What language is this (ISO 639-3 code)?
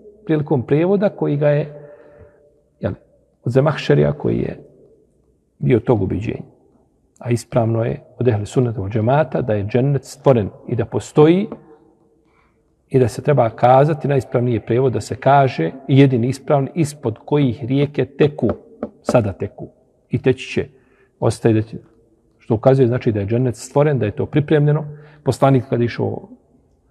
bos